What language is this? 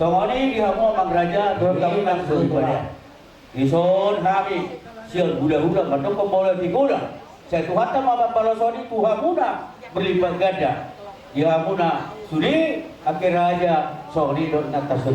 Batak Toba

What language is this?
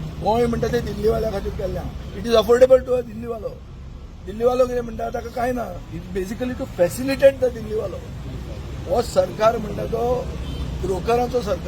Konkani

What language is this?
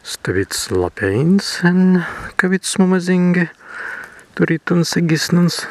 Prussian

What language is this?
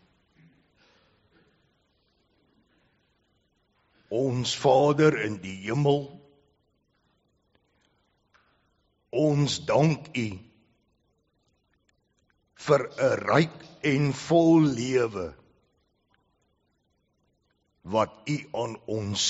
Afrikaans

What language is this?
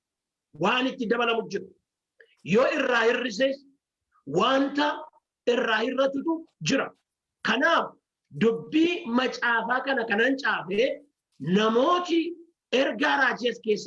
Oromo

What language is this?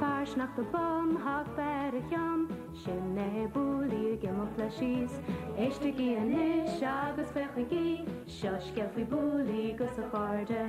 Irish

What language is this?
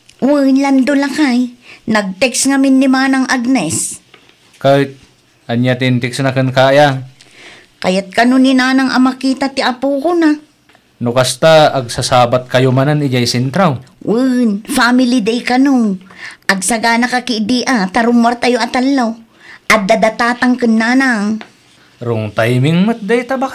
Iloko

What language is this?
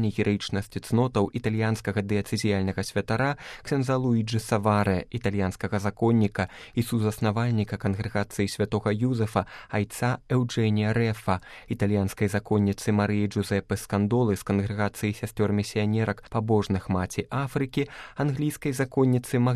Belarusian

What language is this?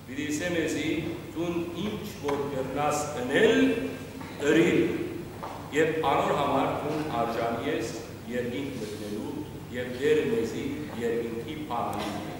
Western Armenian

